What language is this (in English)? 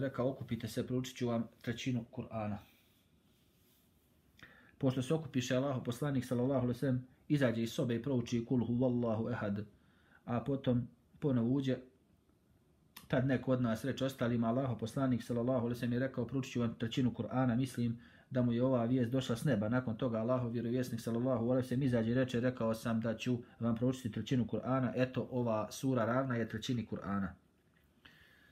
Bosnian